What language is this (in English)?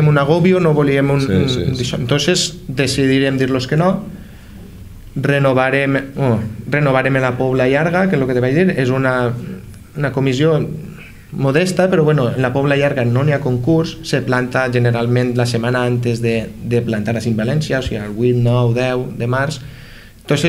Catalan